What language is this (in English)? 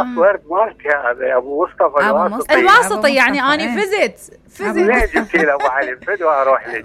Mesopotamian Arabic